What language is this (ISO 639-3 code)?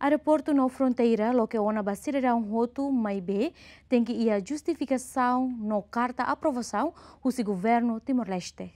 tet